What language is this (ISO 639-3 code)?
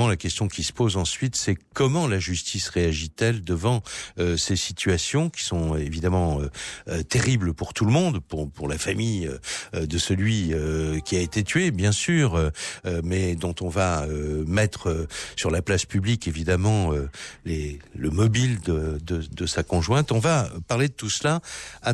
fra